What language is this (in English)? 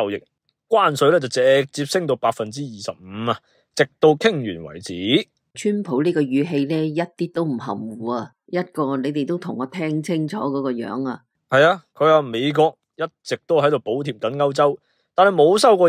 Cantonese